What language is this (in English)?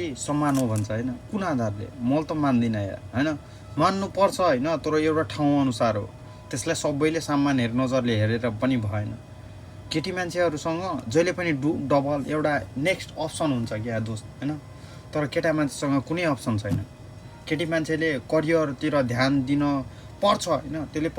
Nepali